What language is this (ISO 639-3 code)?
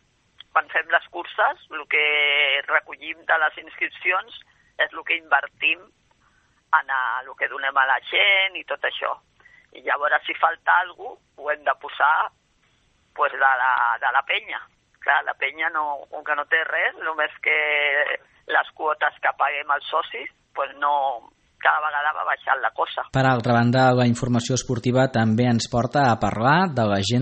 cat